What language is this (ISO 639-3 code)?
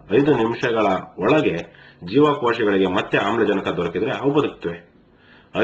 kan